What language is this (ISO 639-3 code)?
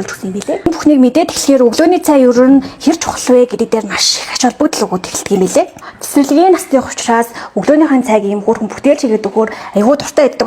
mon